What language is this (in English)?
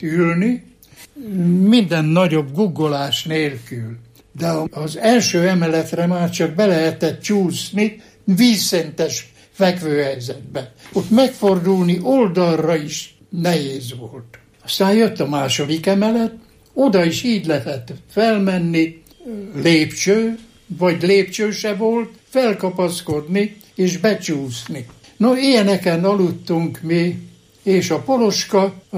Hungarian